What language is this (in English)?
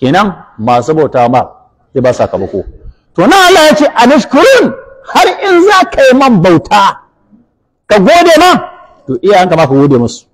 Hausa